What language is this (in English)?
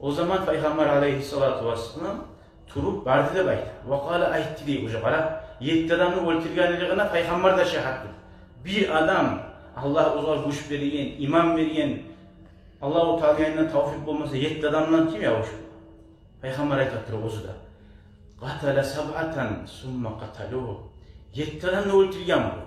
Kumyk